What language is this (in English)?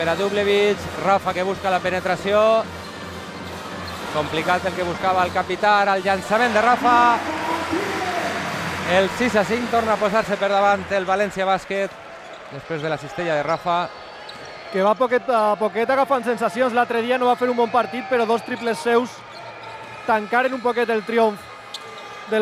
Catalan